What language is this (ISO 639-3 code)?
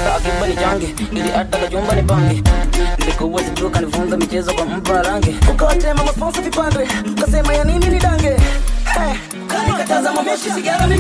swa